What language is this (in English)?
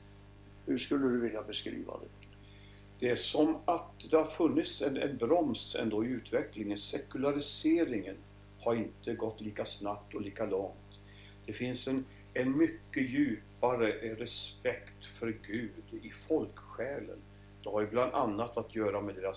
Swedish